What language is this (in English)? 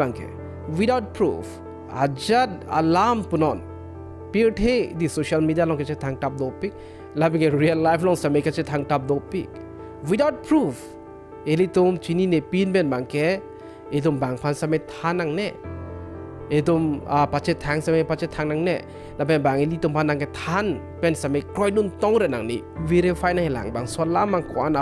Karbi